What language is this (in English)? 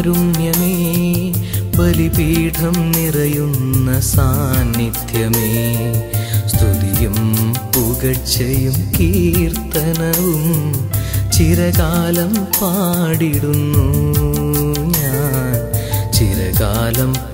Malayalam